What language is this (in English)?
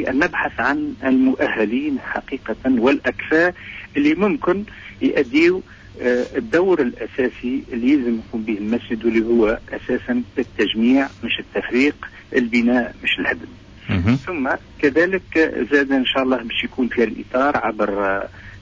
Tunisian Arabic